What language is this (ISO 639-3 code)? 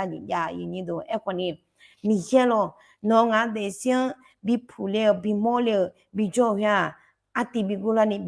ahk